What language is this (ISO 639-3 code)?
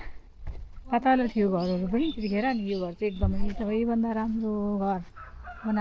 nep